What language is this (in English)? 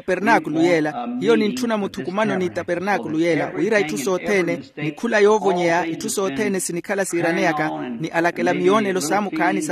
Makhuwa